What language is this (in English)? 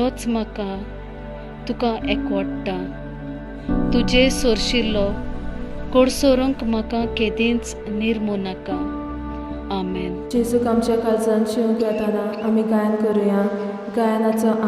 Konkani